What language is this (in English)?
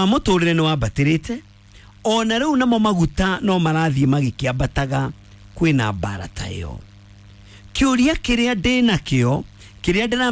Kikuyu